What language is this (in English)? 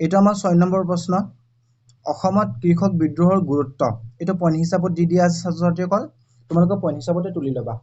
Assamese